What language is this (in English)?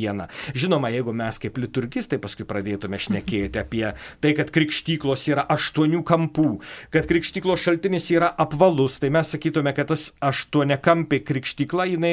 Lithuanian